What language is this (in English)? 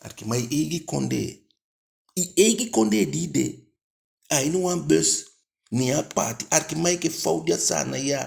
Eastern Maroon Creole